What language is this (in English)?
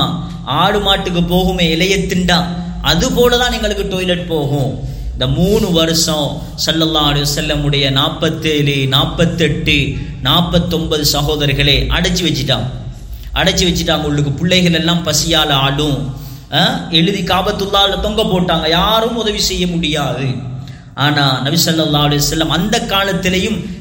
Tamil